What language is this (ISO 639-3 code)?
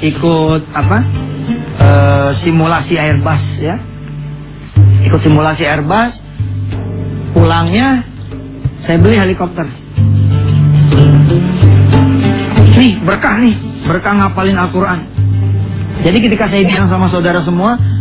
ind